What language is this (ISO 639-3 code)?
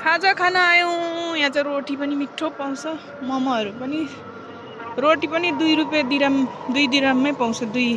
nep